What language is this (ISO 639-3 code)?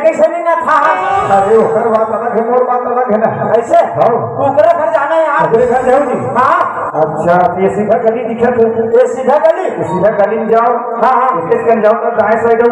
hne